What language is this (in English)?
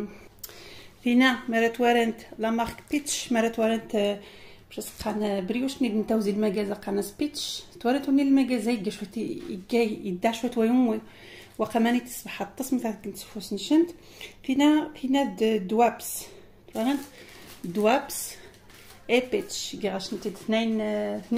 Algerian Arabic